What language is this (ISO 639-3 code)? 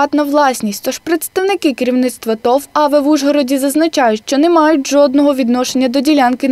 ukr